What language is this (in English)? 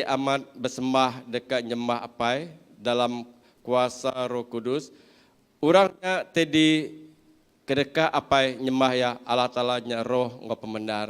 Iban